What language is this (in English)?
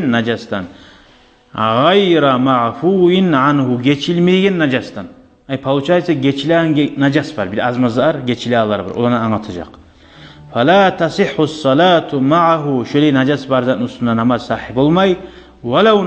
Kumyk